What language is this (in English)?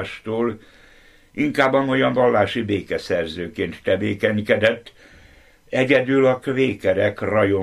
Hungarian